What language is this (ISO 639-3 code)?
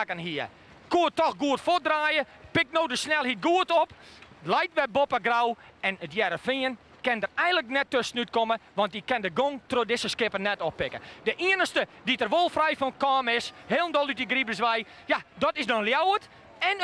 fry